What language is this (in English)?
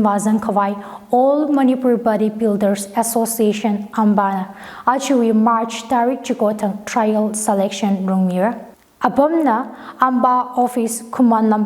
Tangkhul Naga (India)